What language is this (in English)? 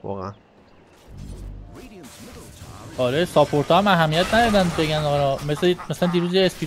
Persian